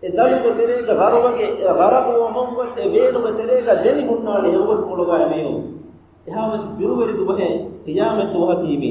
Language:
Divehi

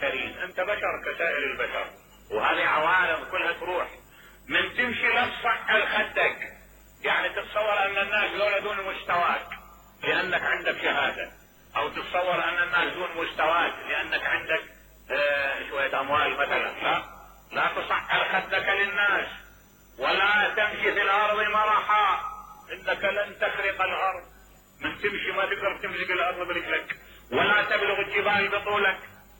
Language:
Mesopotamian Arabic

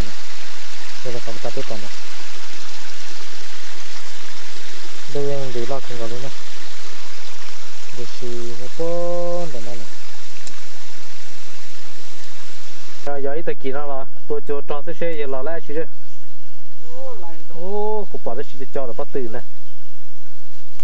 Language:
Vietnamese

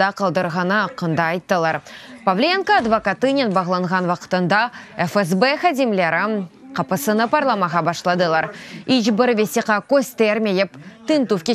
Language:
Crimean Tatar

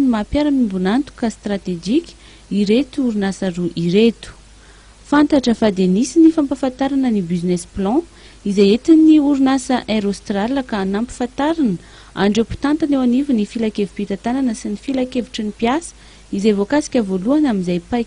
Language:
Malagasy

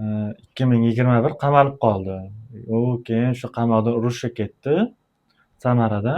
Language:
Uzbek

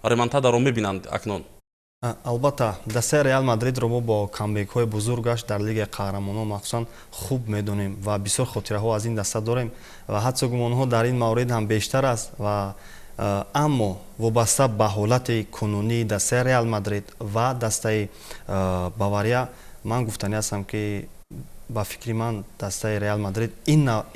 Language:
Tajik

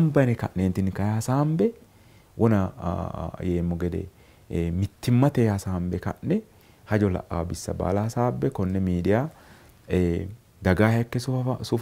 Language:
Sidamo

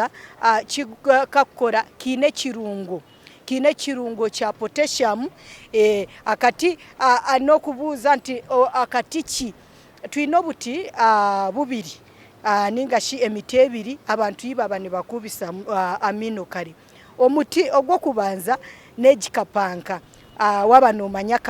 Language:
Nyankole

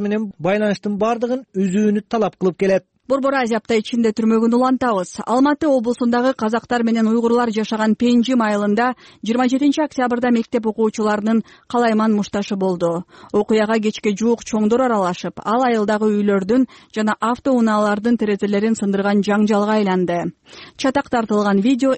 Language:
Kyrgyz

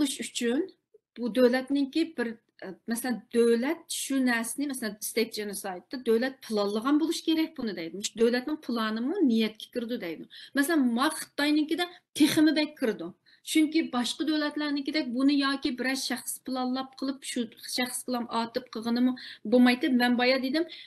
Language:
Uyghur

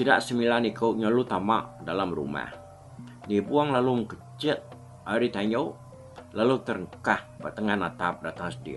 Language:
Iban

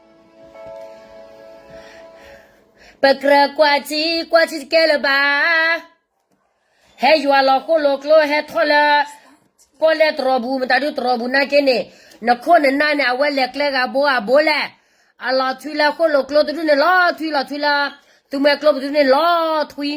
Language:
S'gaw Karen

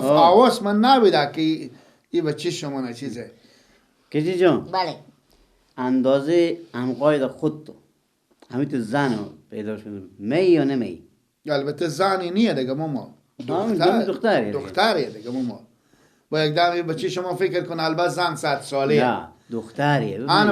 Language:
Persian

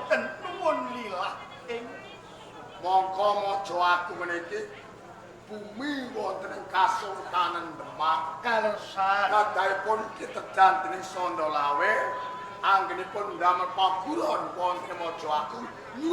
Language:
Javanese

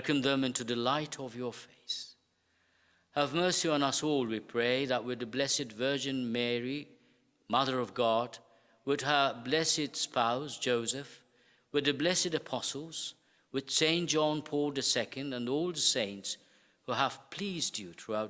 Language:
English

